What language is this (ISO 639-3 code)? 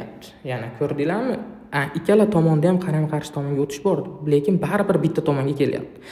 uzb